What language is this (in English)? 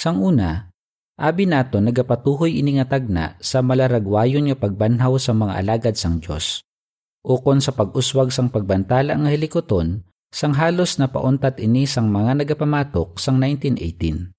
Hiligaynon